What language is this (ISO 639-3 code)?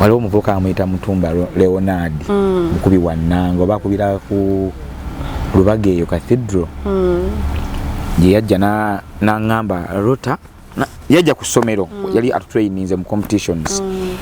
lug